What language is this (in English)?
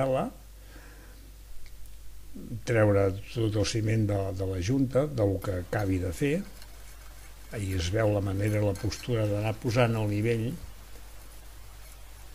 Catalan